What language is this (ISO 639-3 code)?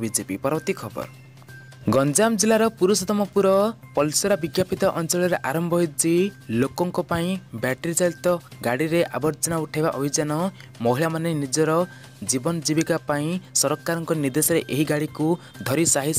ori